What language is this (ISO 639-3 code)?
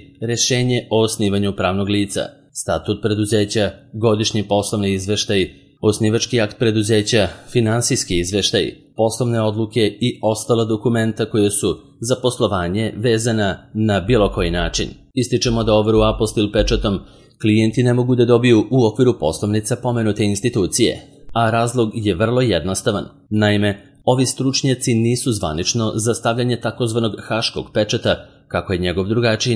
srp